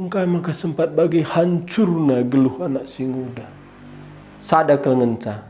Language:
Batak Karo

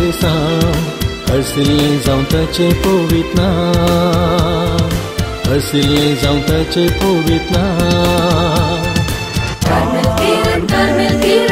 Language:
Konkani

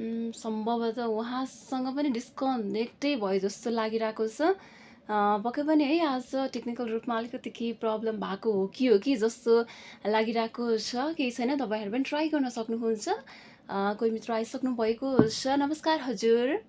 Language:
Nepali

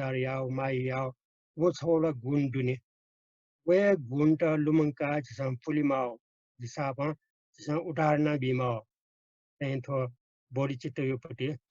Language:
Newari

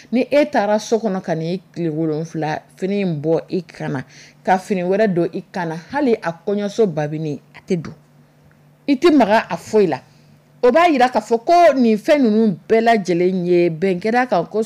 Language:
Dyula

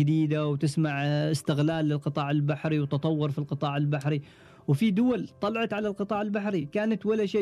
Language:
Gulf Arabic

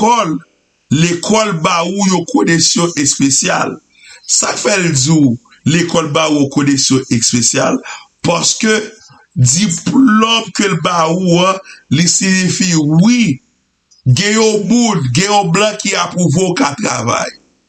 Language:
Haitian Creole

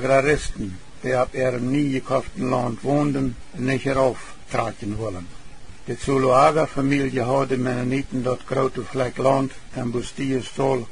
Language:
Plautdietsch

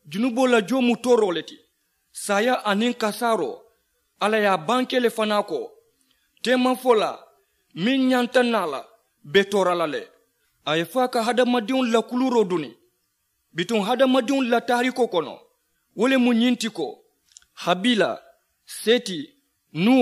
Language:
Mandingo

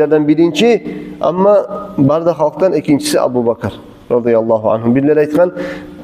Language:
Kumyk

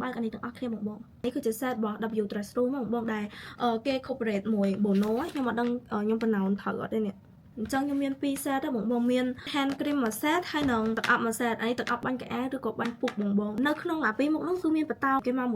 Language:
Khmer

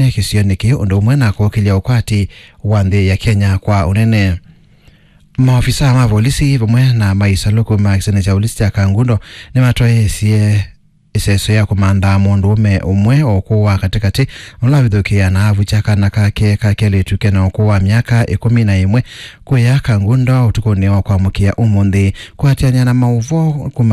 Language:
Kamba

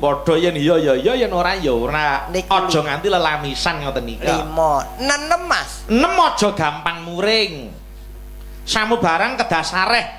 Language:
Javanese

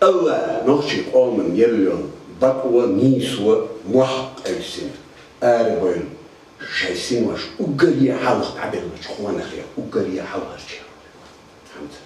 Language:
Chechen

